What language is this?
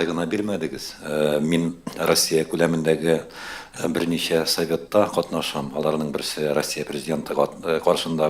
Tatar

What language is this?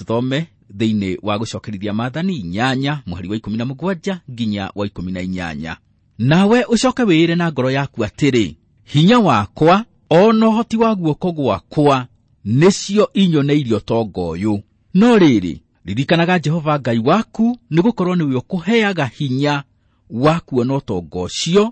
Kikuyu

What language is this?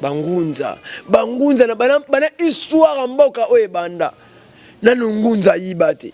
Lingala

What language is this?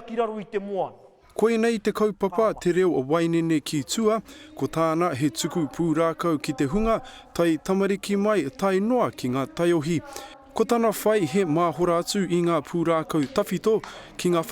Māori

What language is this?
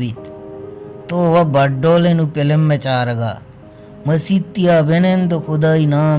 Baluchi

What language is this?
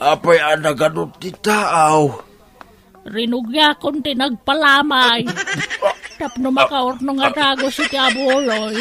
Iloko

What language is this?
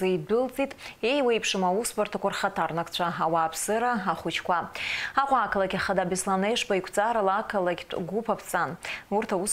Abkhazian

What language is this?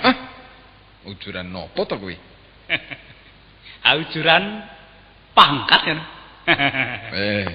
Javanese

